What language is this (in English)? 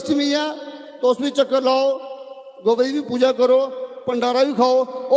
Dogri